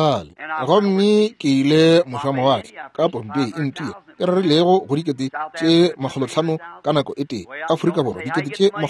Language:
Northern Sotho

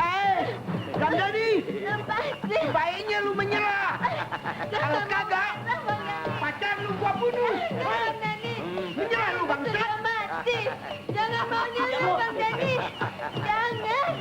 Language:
Betawi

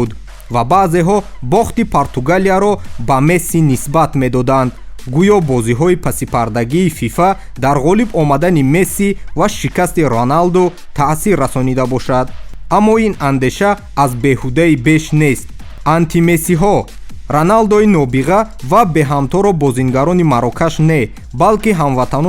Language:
Tajik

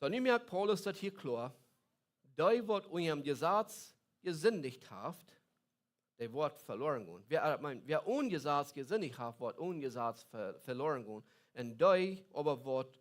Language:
Plautdietsch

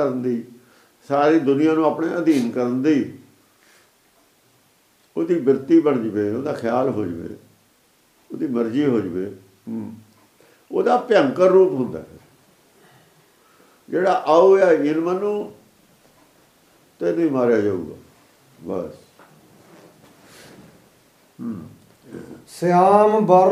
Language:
Punjabi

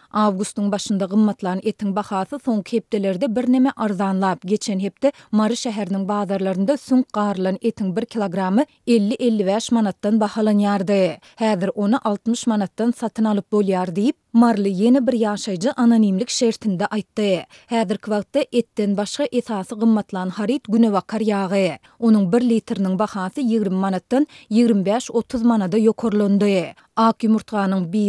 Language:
Turkmen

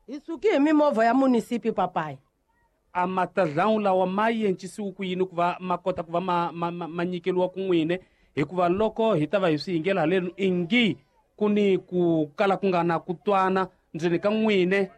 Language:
Tsonga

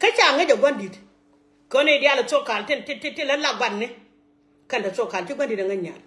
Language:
Nuer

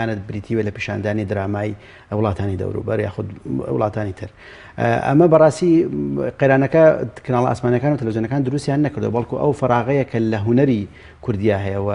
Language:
Central Kurdish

